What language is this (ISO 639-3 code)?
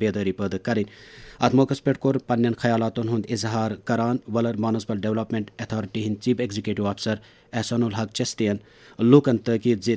kas